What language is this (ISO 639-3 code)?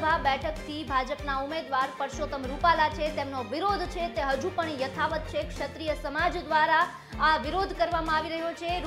guj